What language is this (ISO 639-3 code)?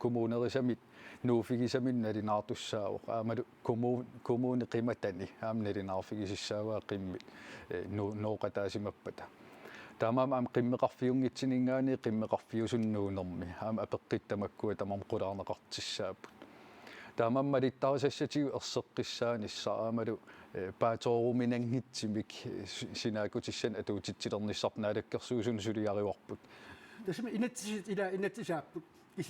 kal